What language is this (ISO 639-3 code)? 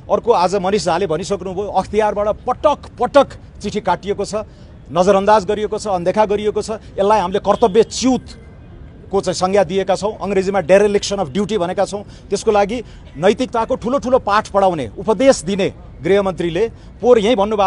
nep